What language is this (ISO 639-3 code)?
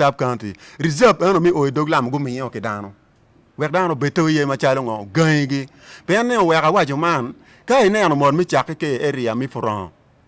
ach